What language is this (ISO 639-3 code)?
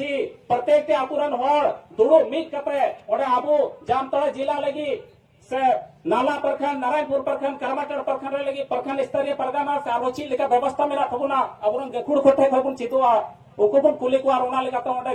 sat